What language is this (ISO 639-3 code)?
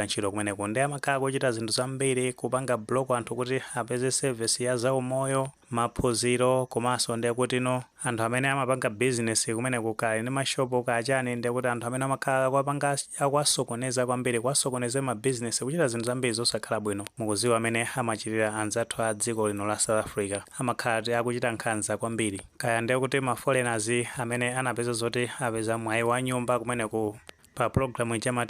nya